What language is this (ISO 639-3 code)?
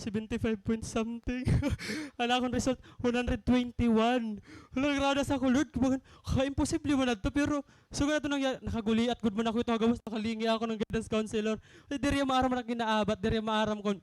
war